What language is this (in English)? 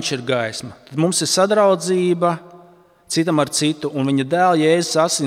Latvian